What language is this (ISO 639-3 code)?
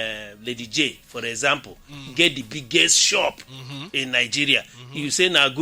pcm